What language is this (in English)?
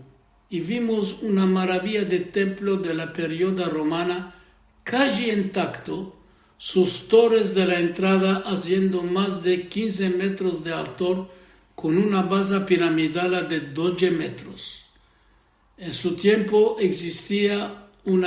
Ladino